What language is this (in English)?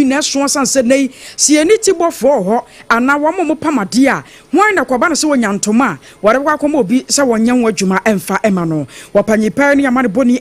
Akan